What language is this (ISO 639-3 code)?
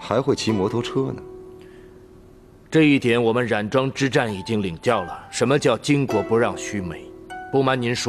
zho